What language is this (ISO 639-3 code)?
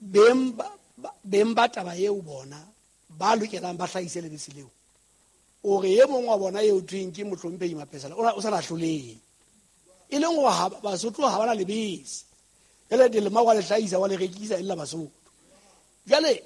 sot